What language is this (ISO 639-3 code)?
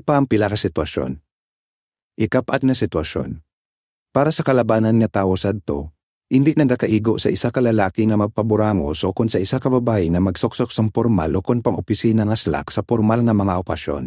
hil